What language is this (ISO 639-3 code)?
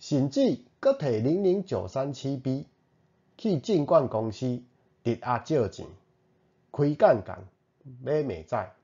nan